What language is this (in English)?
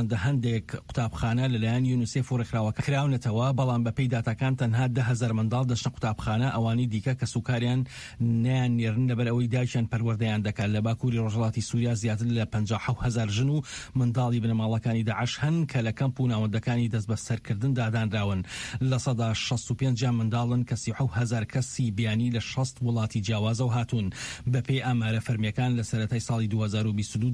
Central Kurdish